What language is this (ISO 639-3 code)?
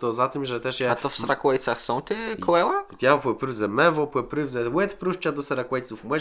csb